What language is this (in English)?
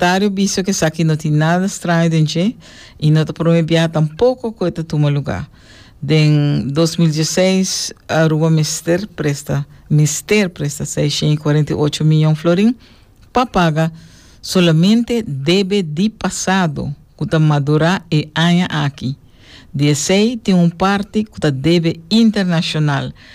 Papiamento